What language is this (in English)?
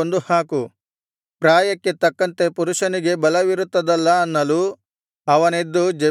Kannada